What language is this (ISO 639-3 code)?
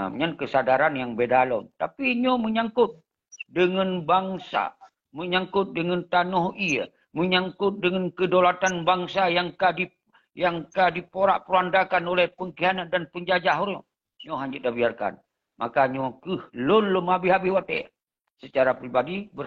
ace